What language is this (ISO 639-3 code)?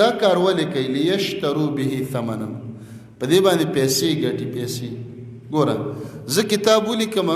pus